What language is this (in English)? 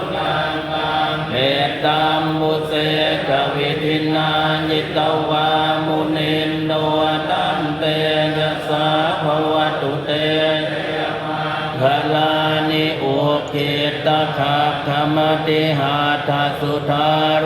Pali